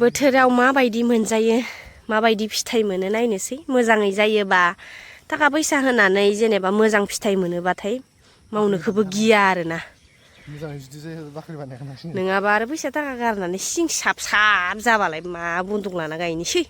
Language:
Bodo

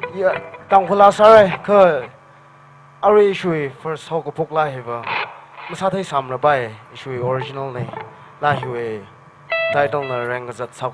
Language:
Tangkhul Naga (India)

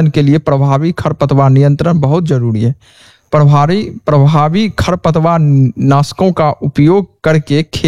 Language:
Hindi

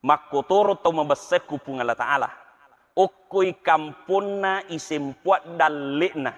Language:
Buginese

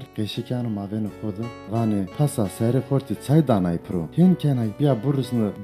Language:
Zaza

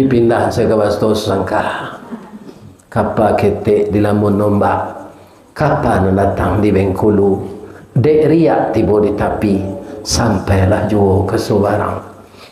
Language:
Minangkabau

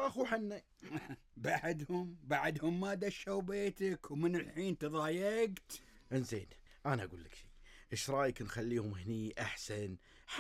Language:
Gulf Arabic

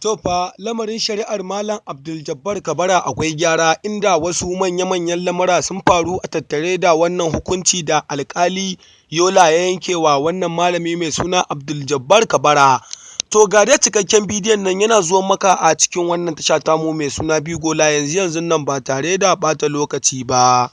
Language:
Hausa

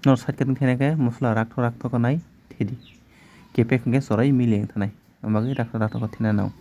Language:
Kok Borok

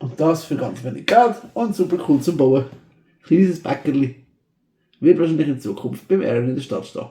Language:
Swiss German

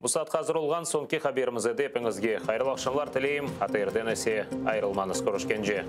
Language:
Crimean Tatar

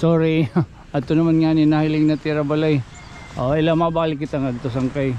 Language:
Waray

